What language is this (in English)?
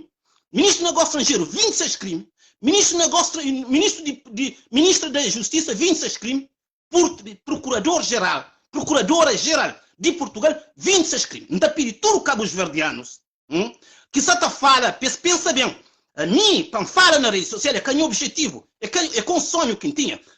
Kabuverdianu